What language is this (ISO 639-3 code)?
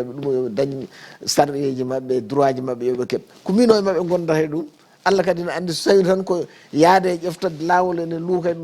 ful